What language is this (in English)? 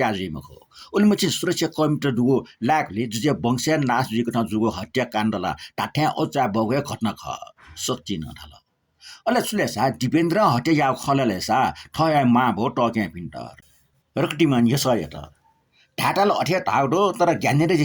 Newari